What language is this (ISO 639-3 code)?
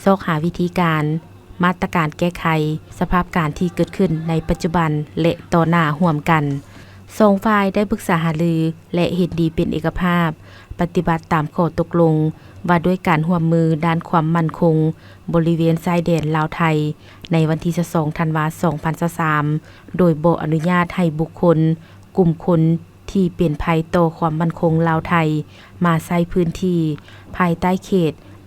lao